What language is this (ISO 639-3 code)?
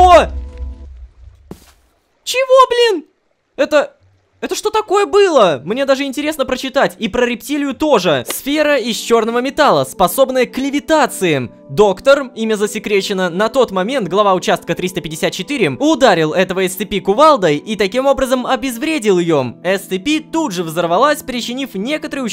rus